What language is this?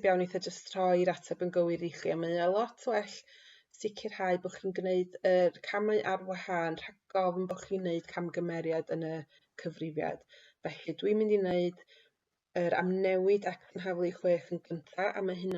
Welsh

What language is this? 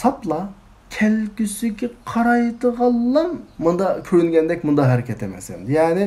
Uyghur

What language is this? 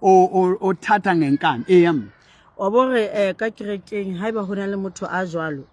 Southern Sotho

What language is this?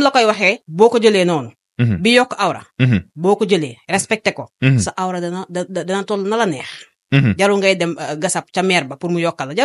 Wolof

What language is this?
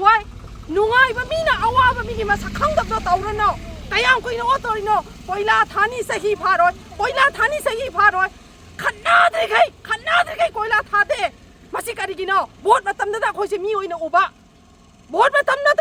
Manipuri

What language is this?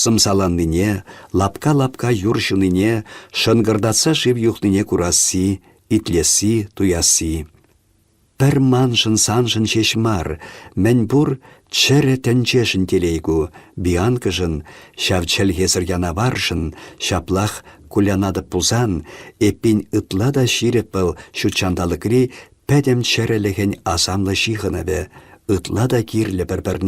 Chuvash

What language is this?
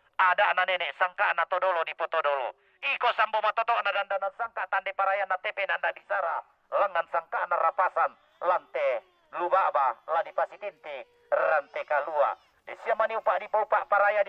Toraja-Sa'dan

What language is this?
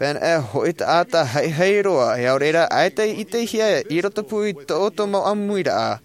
Tahitian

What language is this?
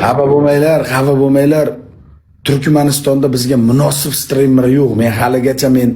Uzbek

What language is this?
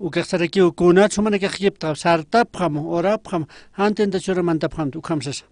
Aymara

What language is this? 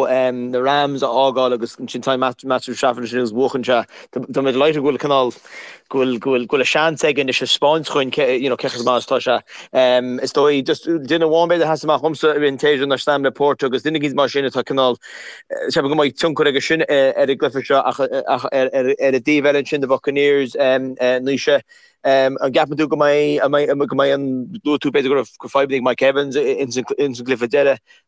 Irish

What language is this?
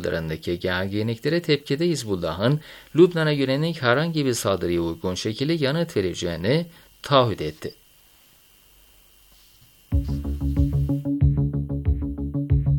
Turkish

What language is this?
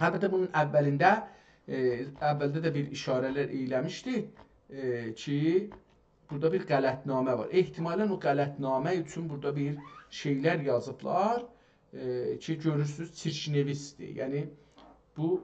South Azerbaijani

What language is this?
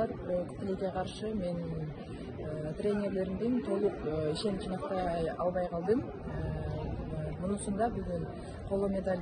Kyrgyz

